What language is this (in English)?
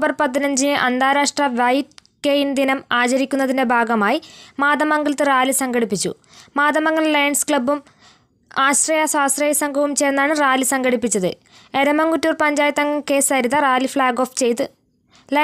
Malayalam